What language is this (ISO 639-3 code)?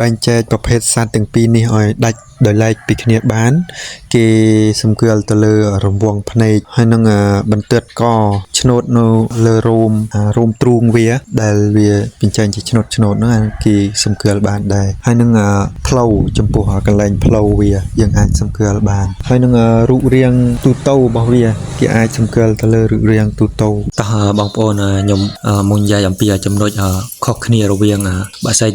khm